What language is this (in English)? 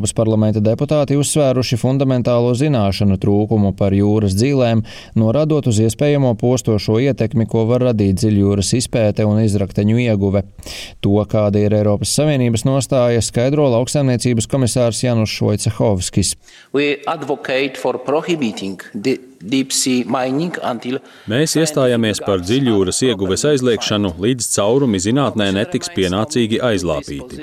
Latvian